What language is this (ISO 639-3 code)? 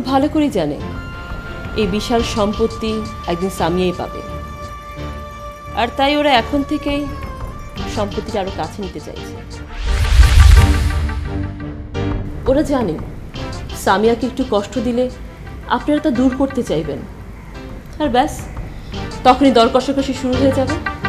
ben